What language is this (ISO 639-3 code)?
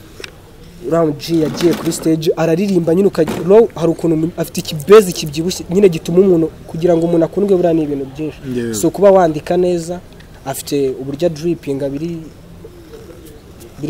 kin